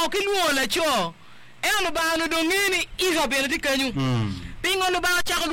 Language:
Acoli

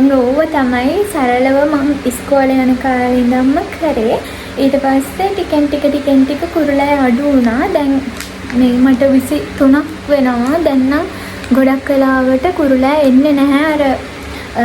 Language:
Sinhala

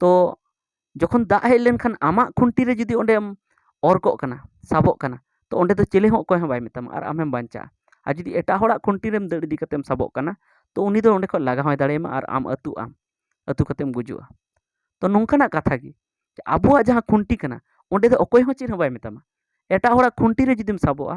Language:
Santali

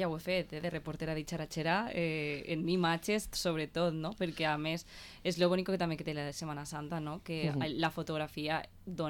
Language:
Catalan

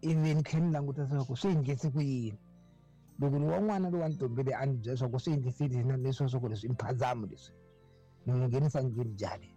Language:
Tsonga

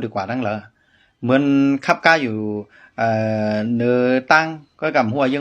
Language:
Shan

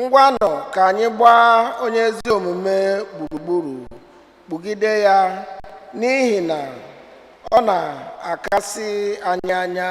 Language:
Igbo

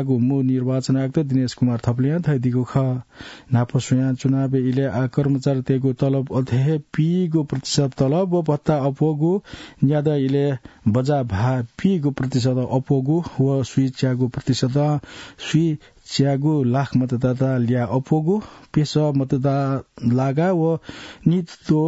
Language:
Newari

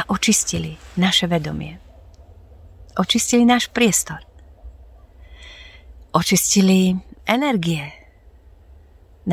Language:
Slovak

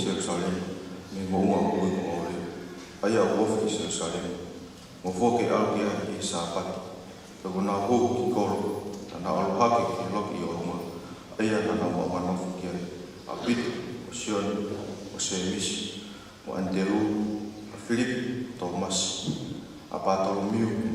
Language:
Tongan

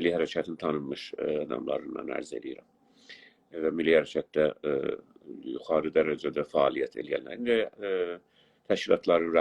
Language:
South Azerbaijani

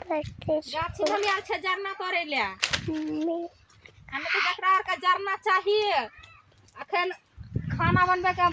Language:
Maithili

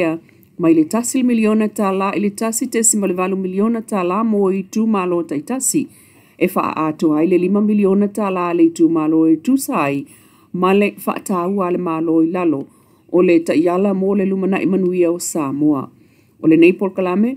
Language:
Samoan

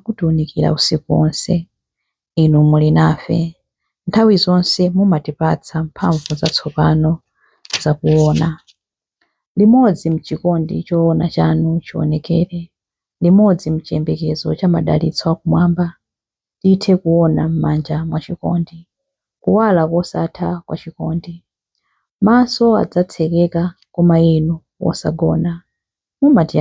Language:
Nyanja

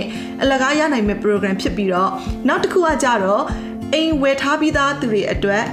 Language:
Burmese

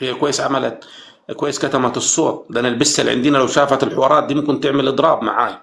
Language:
Egyptian Arabic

